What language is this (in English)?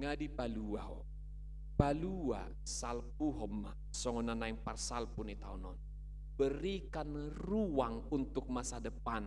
Batak Toba